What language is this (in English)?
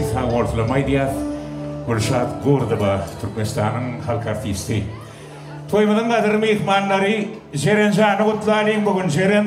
Turkmen